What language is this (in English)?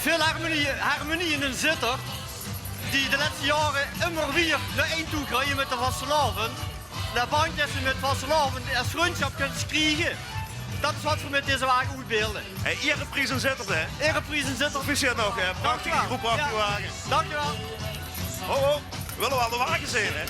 Limburgish